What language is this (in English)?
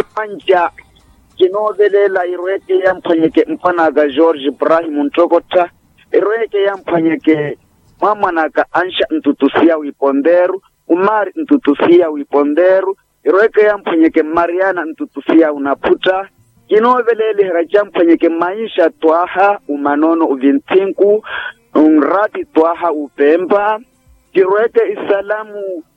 Makhuwa